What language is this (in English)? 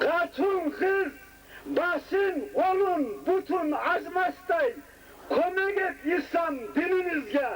Kumyk